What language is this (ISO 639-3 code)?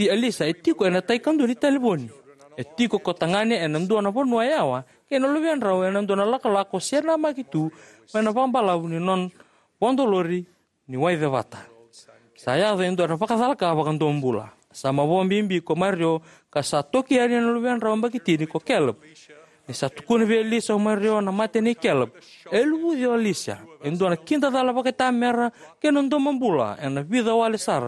fij